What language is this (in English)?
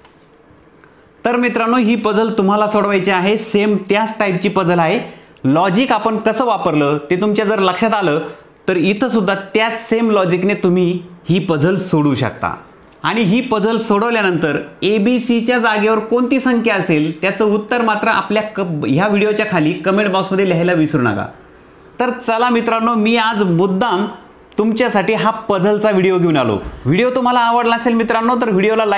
Marathi